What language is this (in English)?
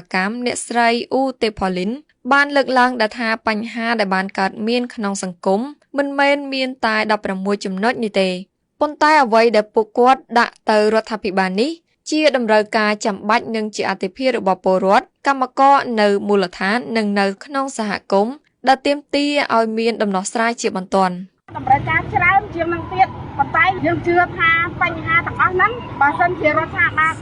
Khmer